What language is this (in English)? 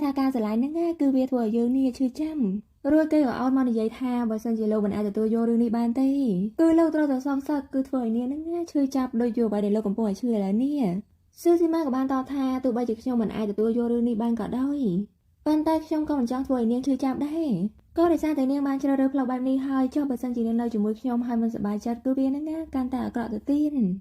Khmer